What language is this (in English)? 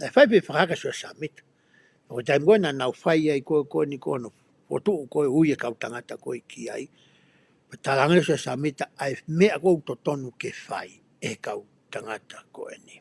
Tongan